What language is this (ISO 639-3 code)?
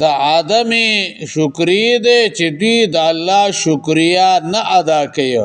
pus